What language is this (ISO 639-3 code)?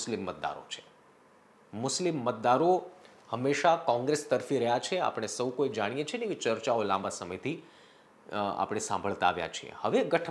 guj